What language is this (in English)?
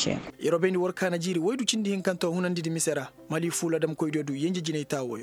Koyraboro Senni